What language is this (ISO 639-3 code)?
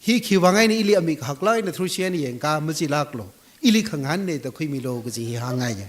nmf